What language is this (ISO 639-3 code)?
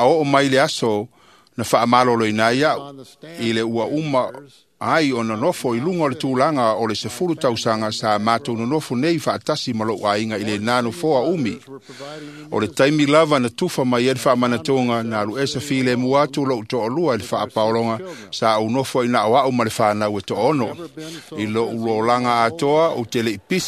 smo